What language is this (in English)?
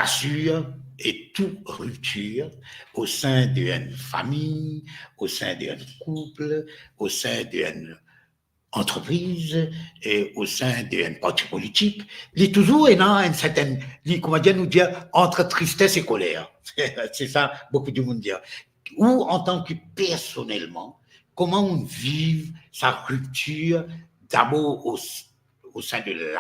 Morisyen